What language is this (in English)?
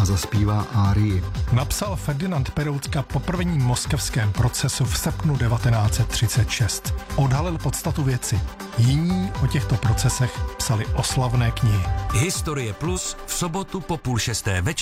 Czech